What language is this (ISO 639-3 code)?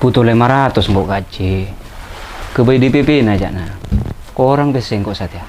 mad